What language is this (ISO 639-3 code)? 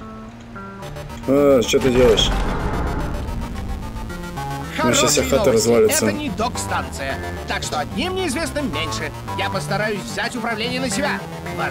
rus